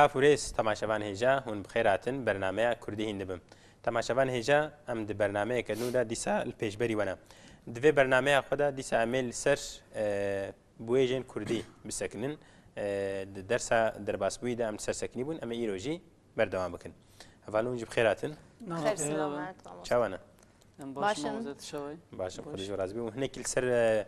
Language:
Kurdish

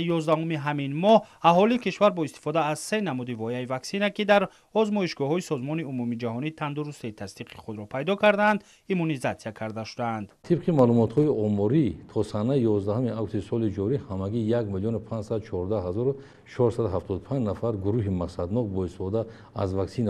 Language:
Tajik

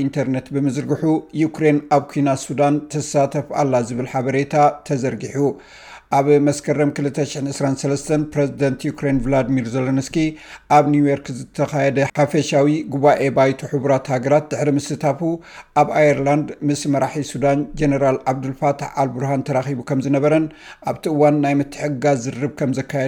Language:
Tigrinya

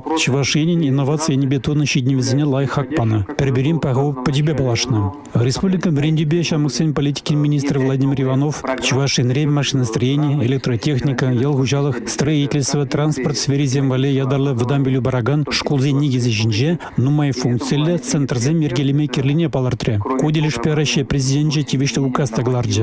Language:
Chuvash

